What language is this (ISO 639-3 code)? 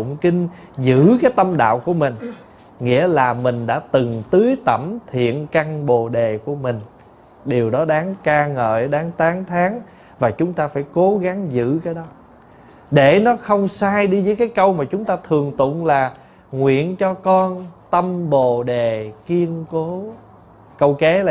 vie